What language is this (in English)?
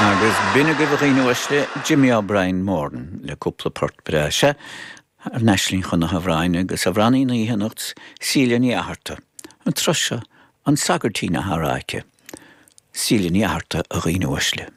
Irish